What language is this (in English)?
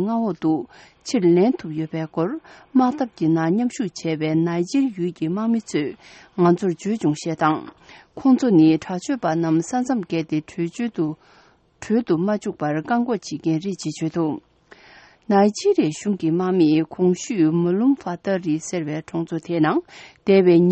Tibetan